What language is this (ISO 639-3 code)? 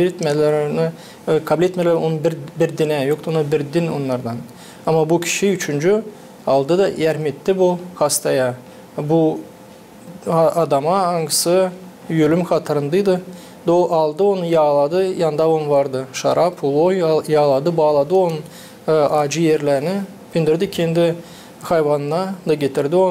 gag